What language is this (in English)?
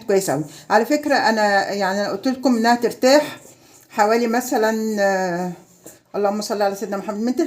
Egyptian Arabic